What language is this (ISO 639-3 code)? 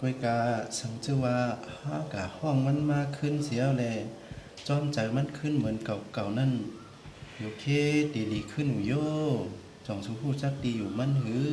shn